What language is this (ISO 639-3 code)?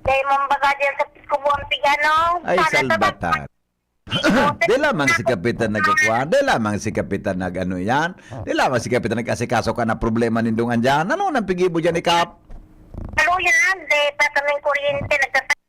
bik